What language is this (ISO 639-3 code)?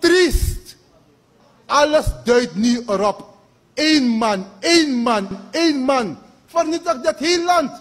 srn